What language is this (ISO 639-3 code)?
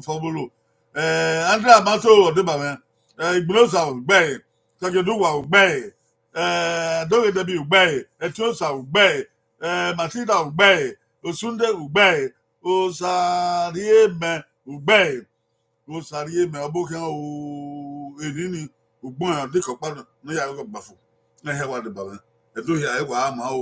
bin